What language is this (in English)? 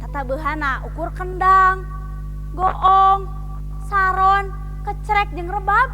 Sundanese